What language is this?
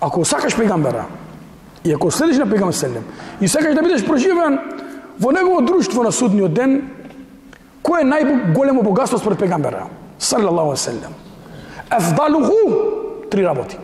Macedonian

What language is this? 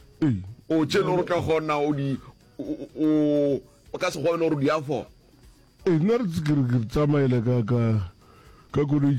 Northern Sotho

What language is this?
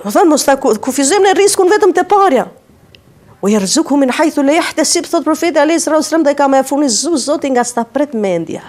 Albanian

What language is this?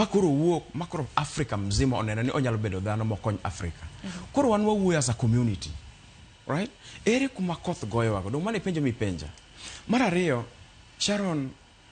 Luo (Kenya and Tanzania)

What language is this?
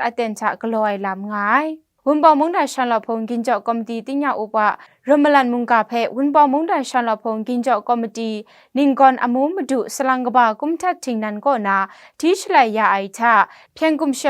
Kachin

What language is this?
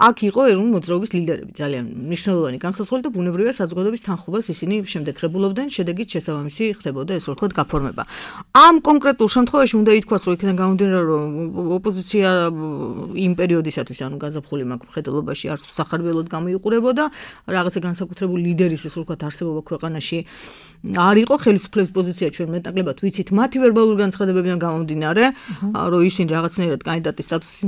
Georgian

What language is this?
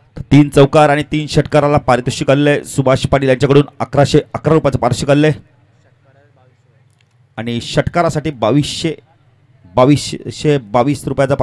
Marathi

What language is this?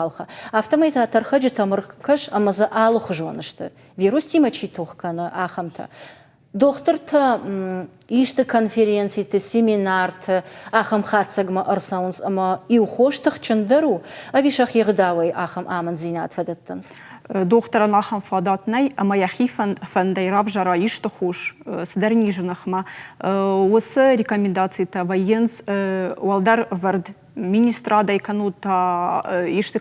Ossetic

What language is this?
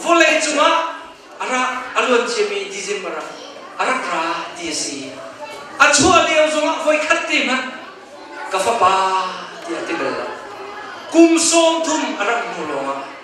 Hakha Chin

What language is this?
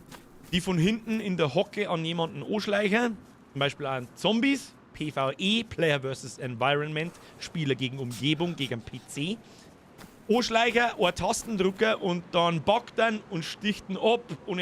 Bavarian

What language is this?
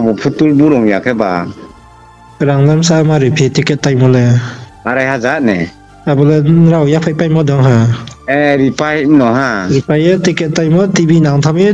Riang (India)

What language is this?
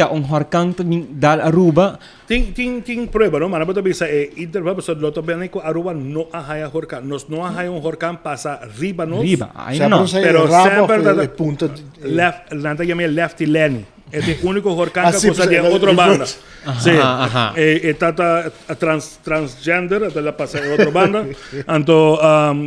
Papiamento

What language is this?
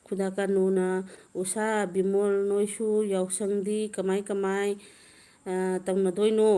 Manipuri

